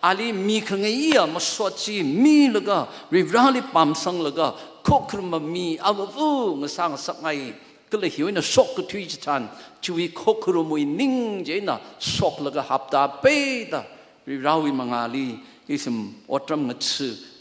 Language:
Tangkhul Naga (India)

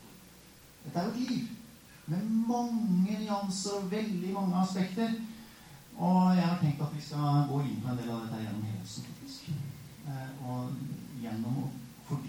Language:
Norwegian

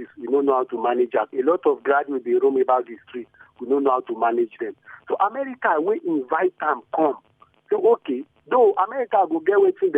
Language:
Nigerian Pidgin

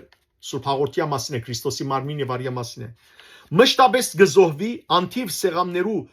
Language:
Western Armenian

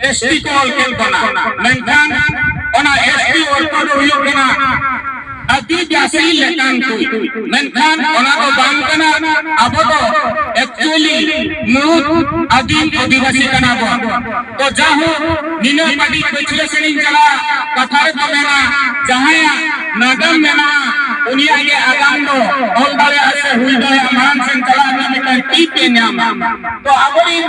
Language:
Santali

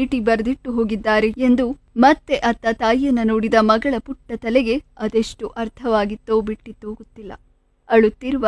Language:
Kannada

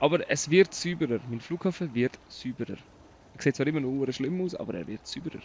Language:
Swiss German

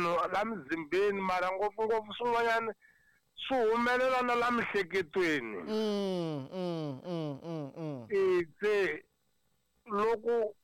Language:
Tsonga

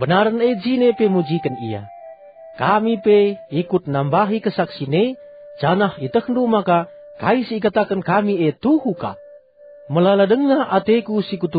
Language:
Batak Karo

